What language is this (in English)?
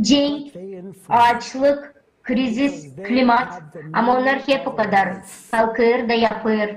Gagauz